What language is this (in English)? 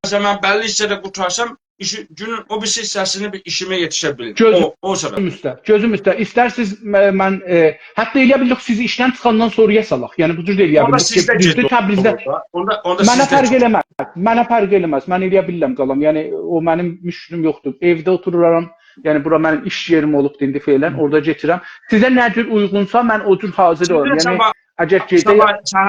South Azerbaijani